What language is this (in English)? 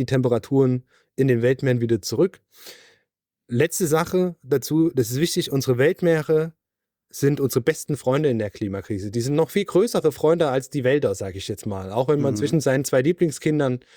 German